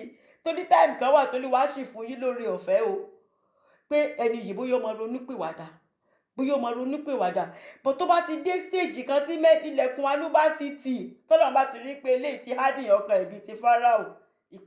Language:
Yoruba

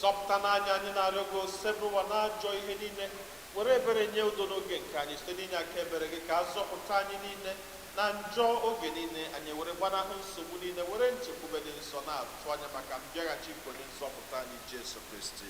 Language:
Igbo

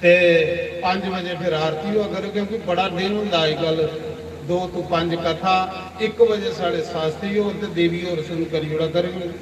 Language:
Dogri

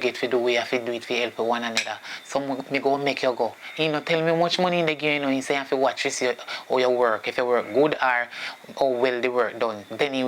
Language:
Jamaican Creole English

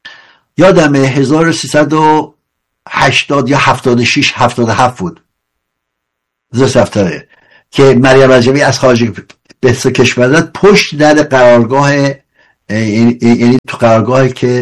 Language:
Persian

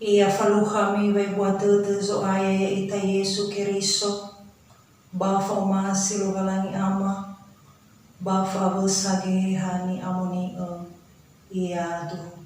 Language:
Nias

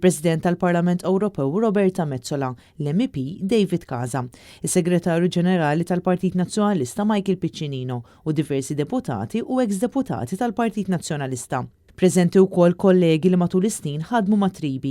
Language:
Maltese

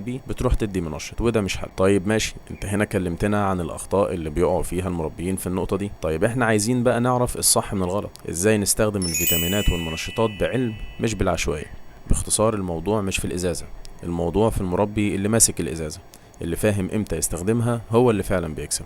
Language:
Egyptian Arabic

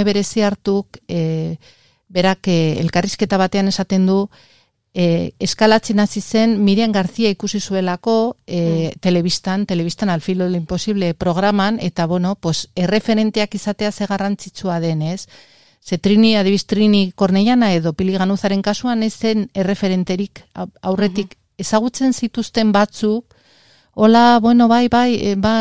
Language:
Basque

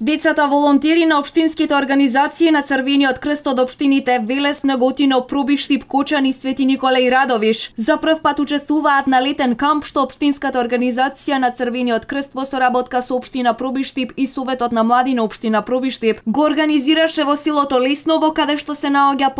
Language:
Macedonian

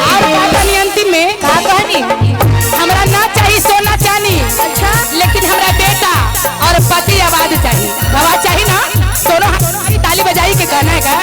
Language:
Magahi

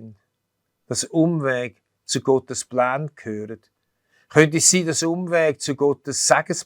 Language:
Swiss German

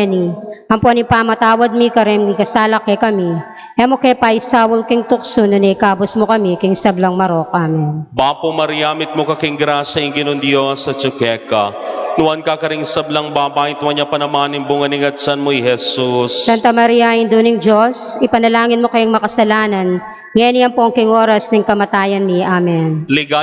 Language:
Pampanga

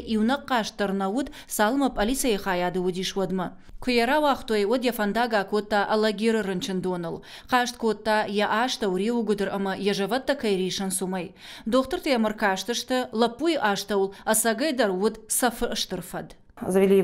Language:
Ossetic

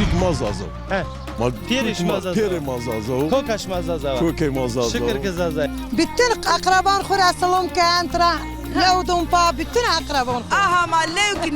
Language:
Zaza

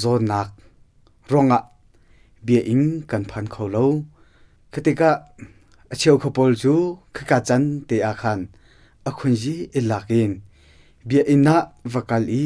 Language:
Hakha Chin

